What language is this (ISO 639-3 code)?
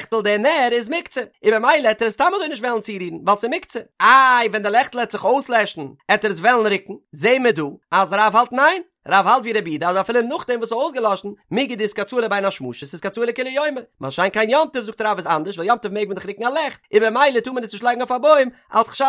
yid